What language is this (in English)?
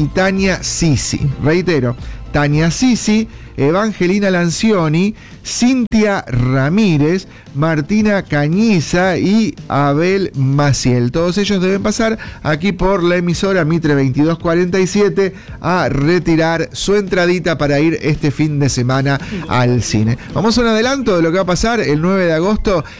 Spanish